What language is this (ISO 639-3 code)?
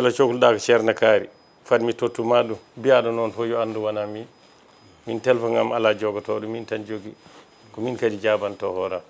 ful